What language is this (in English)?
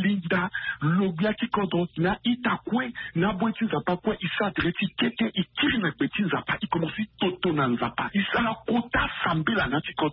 Sango